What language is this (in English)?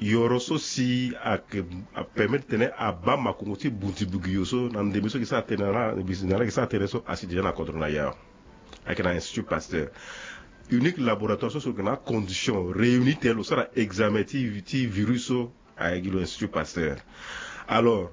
Sango